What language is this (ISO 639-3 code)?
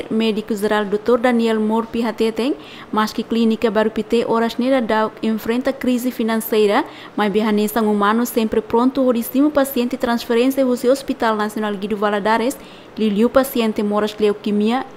tet